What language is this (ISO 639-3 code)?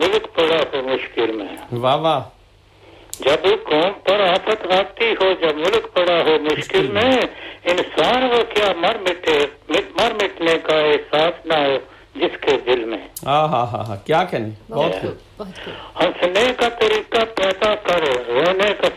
urd